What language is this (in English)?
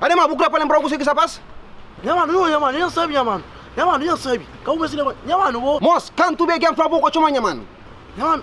Kabuverdianu